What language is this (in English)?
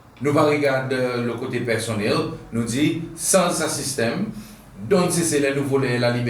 Seselwa Creole French